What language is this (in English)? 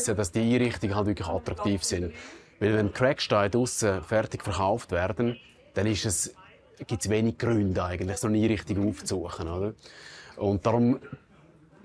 Romansh